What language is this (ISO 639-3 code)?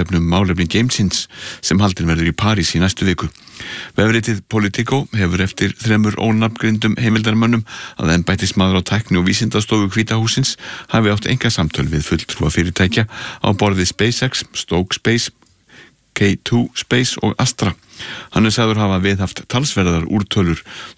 isl